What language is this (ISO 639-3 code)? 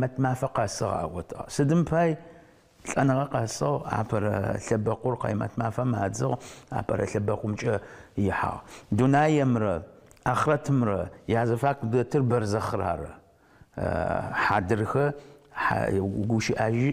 ady